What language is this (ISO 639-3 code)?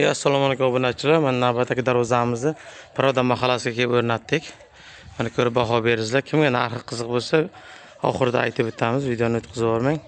uzb